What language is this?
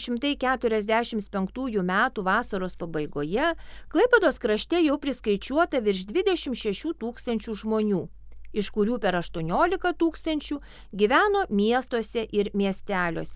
Lithuanian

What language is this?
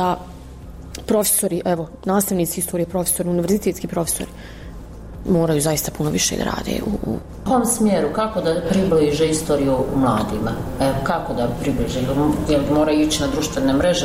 Bosnian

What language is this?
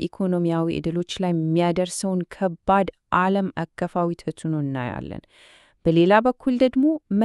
Amharic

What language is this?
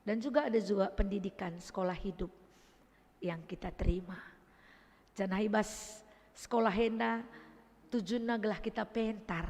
Batak Karo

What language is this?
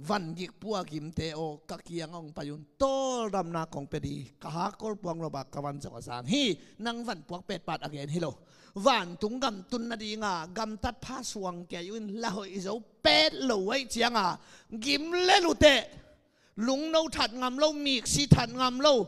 Tedim Chin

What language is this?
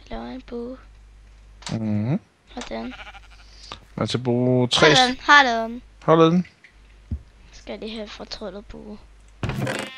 Danish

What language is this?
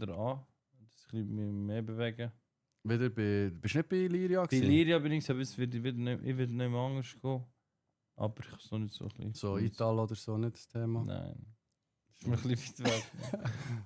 Swiss German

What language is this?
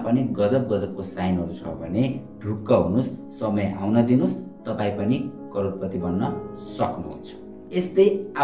Nepali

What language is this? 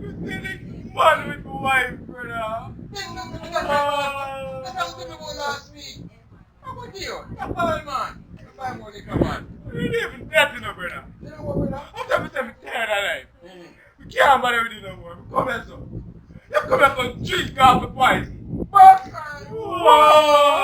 Jamaican Creole English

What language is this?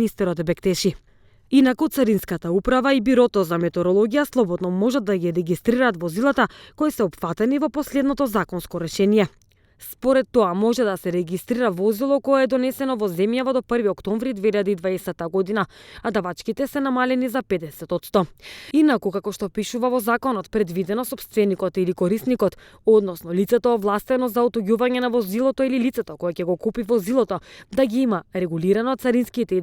Macedonian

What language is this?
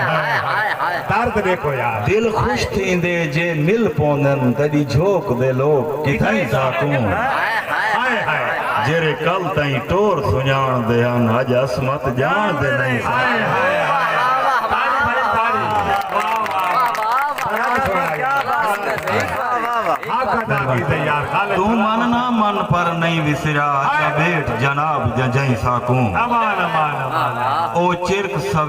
Saraiki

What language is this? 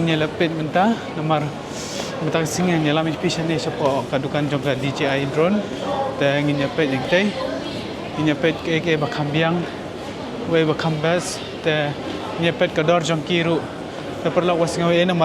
Khasi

